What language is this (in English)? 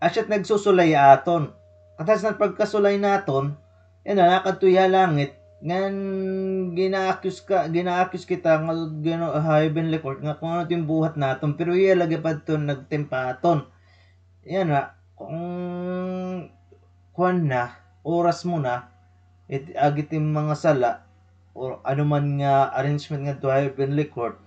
Waray